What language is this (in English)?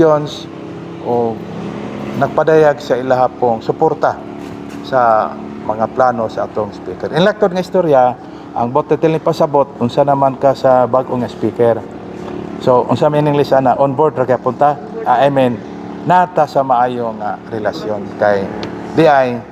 Cebuano